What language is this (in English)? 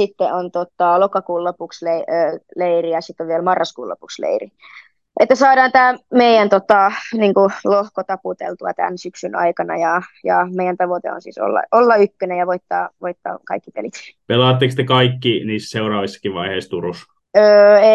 Finnish